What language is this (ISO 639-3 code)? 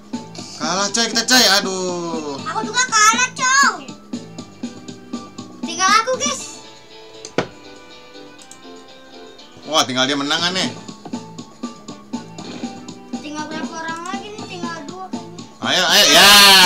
ind